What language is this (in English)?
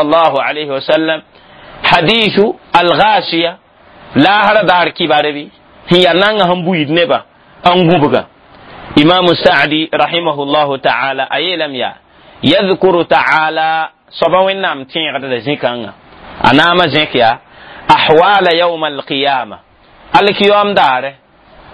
Mossi